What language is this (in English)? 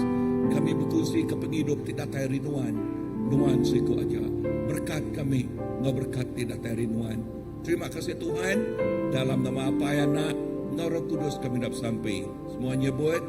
Iban